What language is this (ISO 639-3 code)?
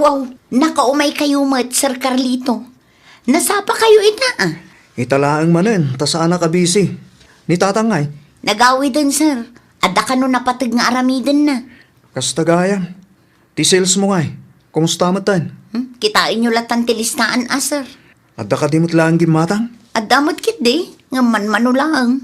ilo